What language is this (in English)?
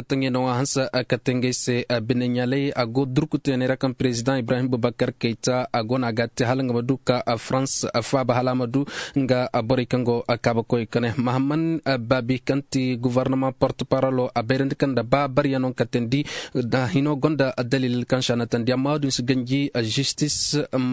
Koyraboro Senni